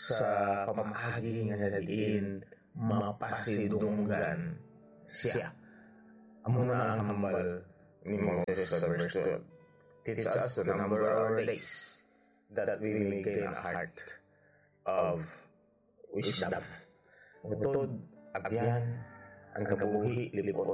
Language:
Hiligaynon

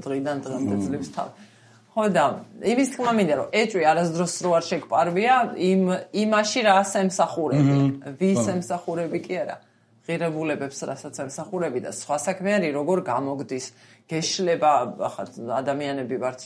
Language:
Georgian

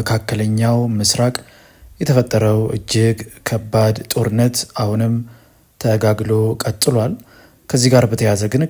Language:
Amharic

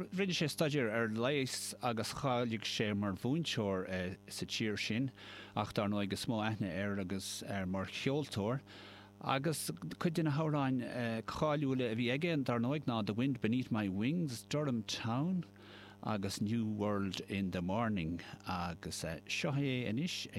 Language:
Irish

